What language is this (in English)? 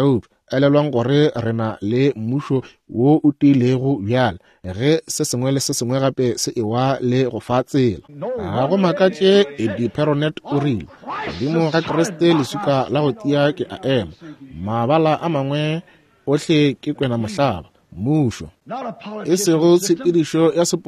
Northern Sotho